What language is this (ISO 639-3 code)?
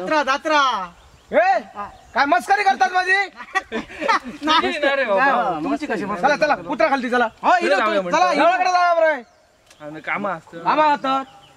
kok